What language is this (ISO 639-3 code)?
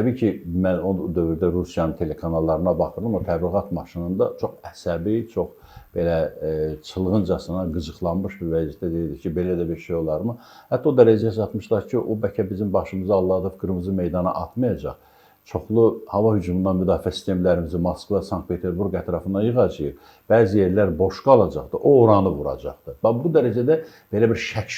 aze